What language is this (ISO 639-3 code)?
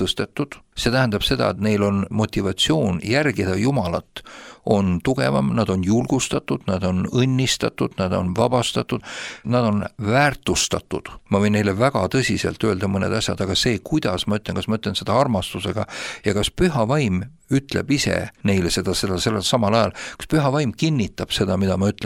est